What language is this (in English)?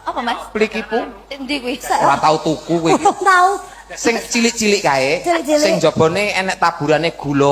Javanese